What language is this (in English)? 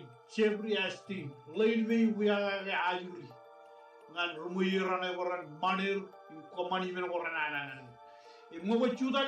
Marshallese